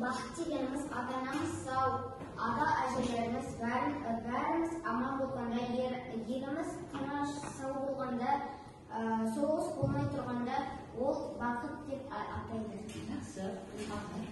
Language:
Kazakh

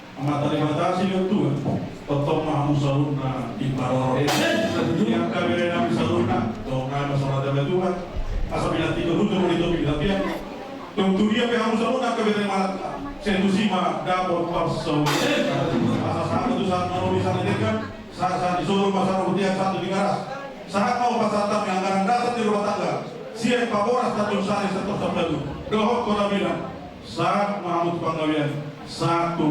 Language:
Batak Toba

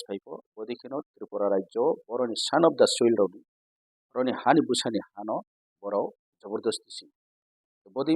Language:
Kok Borok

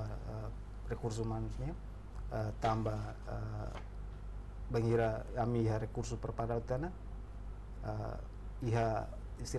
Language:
Tetum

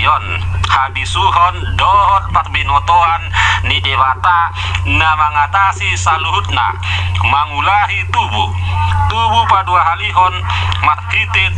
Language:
Batak Toba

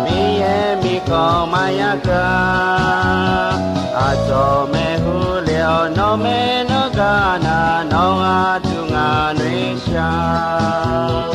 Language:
Akha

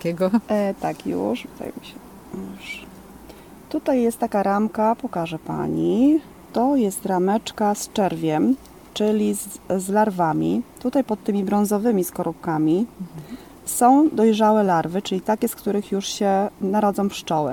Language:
Polish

